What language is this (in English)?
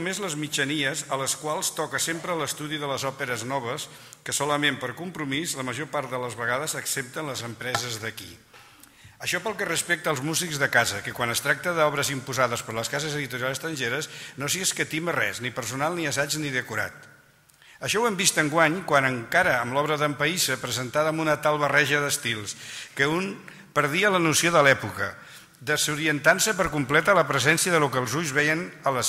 Catalan